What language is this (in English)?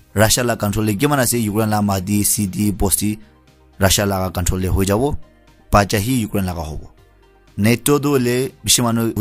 Naga Pidgin